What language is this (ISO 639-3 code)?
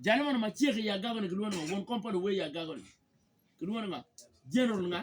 ach